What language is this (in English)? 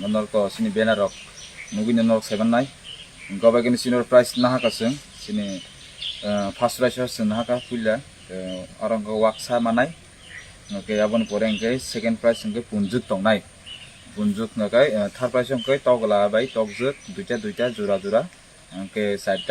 Kok Borok